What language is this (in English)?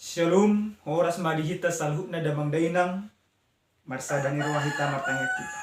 Batak Toba